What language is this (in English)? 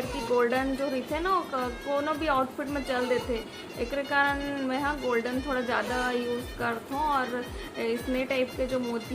Chhattisgarhi